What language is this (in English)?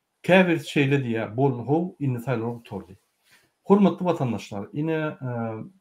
Turkmen